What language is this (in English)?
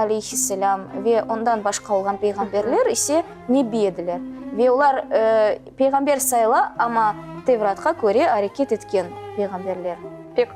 Crimean Tatar